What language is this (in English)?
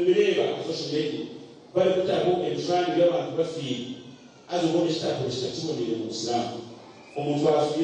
Nyankole